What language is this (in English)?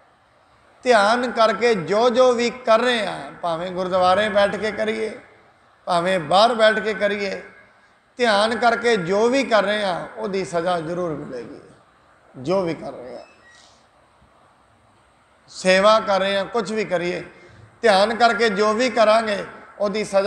Punjabi